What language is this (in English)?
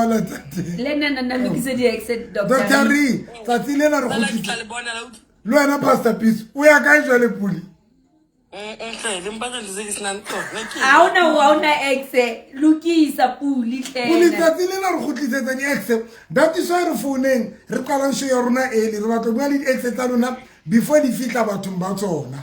Southern Sotho